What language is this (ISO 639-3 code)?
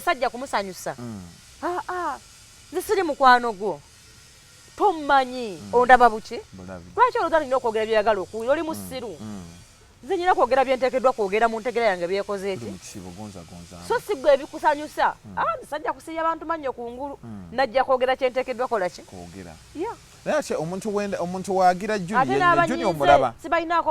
lug